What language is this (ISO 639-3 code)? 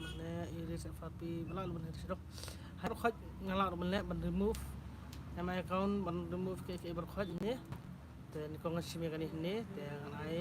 kha